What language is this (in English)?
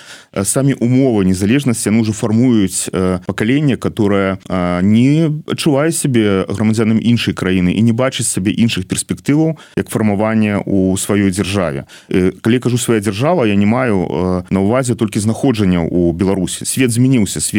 Belarusian